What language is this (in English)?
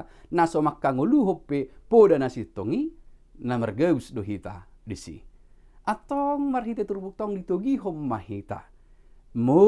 Batak Toba